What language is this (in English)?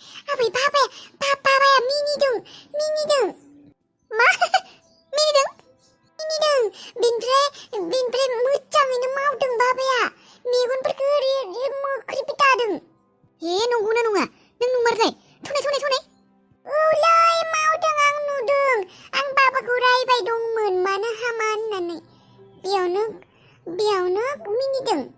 Bodo